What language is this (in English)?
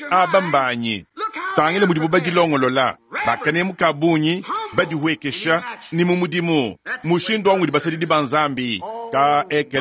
Luba-Lulua